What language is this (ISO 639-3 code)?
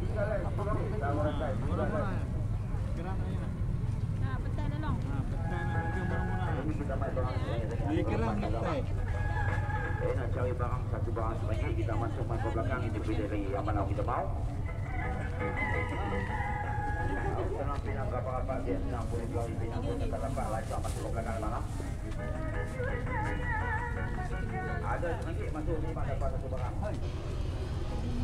msa